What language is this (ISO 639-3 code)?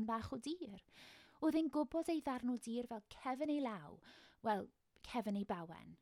cym